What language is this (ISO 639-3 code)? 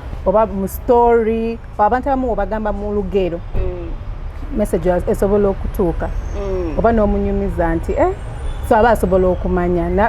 lug